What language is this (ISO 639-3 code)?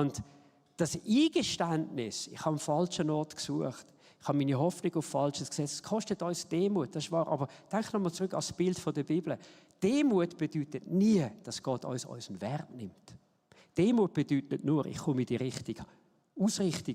gsw